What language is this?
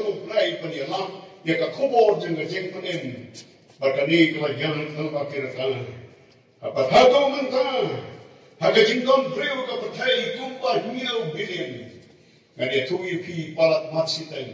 Khasi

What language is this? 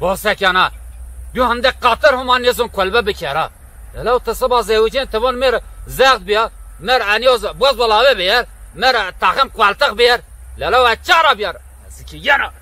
Zaza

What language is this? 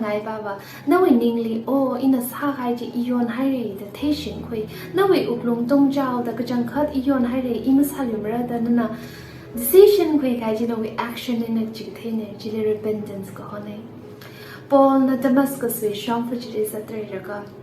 Tangkhul Naga (India)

